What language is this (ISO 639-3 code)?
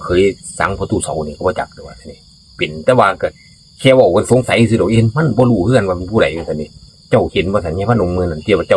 tts